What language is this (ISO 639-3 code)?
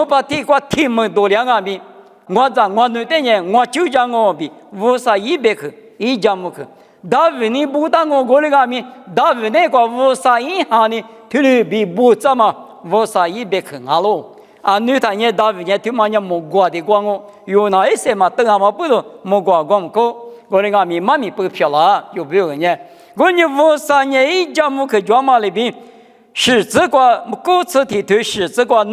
lis